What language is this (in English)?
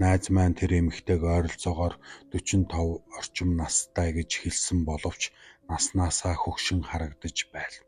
Mongolian